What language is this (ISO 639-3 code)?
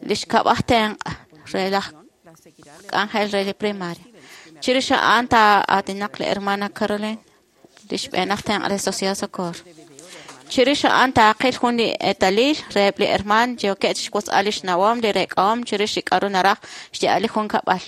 kek